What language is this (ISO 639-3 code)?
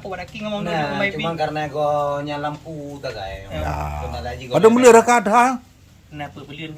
ace